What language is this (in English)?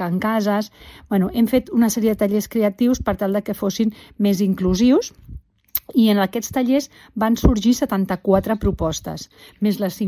Catalan